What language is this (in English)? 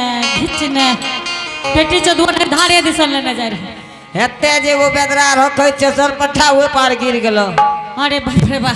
Angika